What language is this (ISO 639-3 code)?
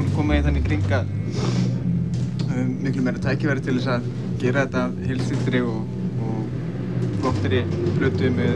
isl